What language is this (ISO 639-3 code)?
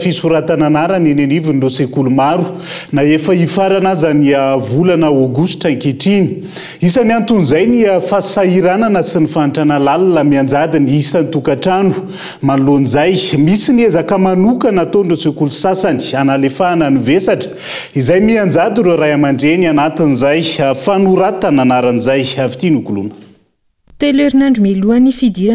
mlg